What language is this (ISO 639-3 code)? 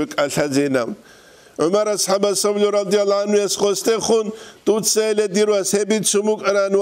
ava